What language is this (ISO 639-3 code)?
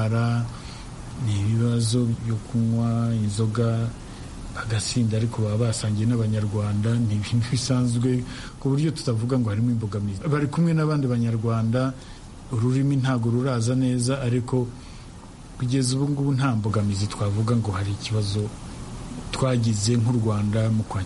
kin